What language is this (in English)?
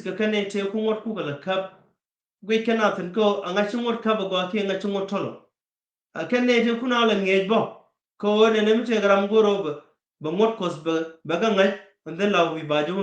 Nuer